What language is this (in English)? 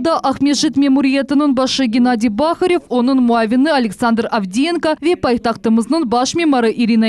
Crimean Tatar